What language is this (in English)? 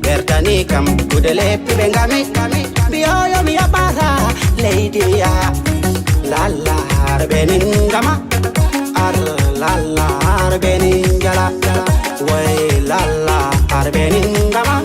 Fula